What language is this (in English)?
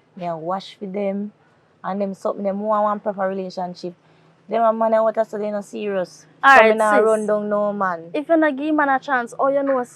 Jamaican Creole English